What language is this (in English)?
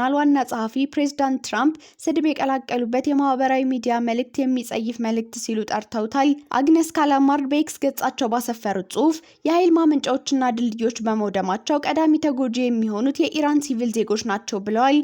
Amharic